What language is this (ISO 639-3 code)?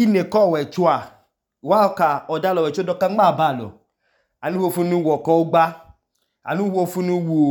idu